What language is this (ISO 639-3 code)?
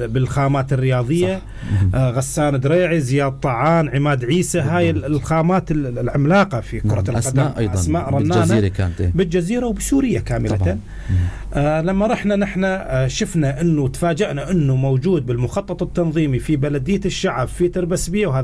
apc